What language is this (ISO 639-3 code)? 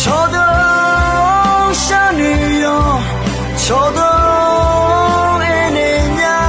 ahk